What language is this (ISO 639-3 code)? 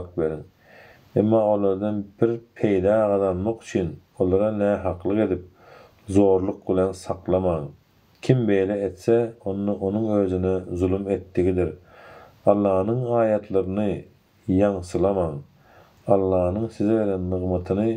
tuk